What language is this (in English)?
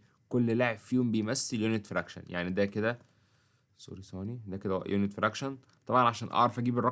Egyptian Arabic